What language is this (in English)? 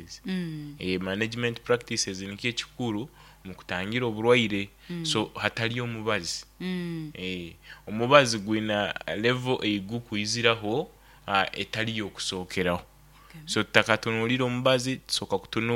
Nyoro